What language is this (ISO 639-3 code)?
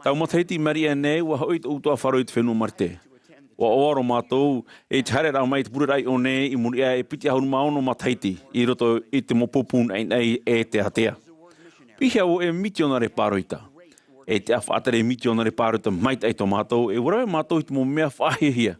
tah